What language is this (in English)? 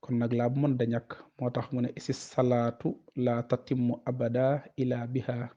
Wolof